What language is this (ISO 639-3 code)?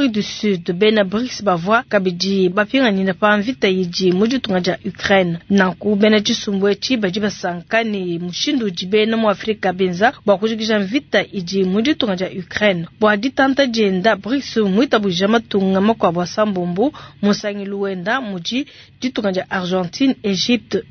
lua